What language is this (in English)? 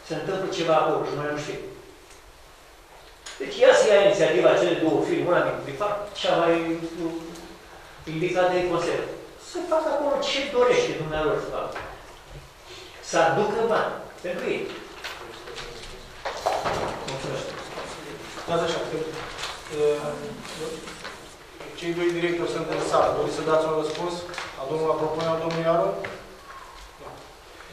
Romanian